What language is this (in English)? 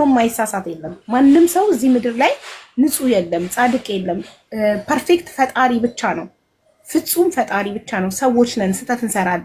Amharic